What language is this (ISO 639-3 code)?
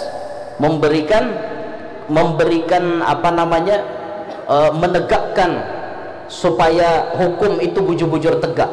bjn